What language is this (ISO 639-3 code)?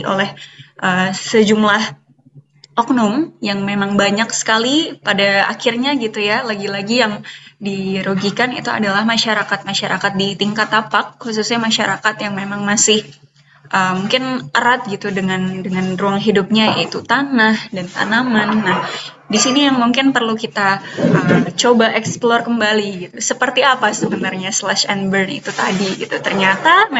ind